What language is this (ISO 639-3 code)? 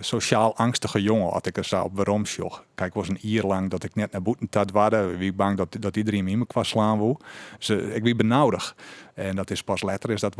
fry